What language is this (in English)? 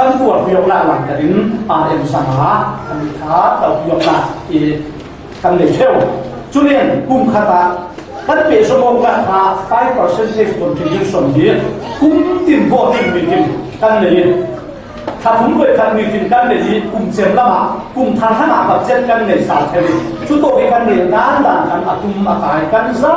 Falam Chin